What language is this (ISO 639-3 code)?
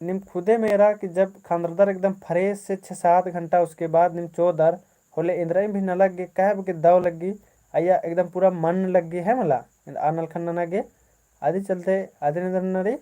kru